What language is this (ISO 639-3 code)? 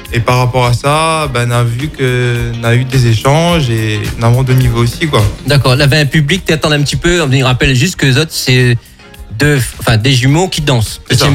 fra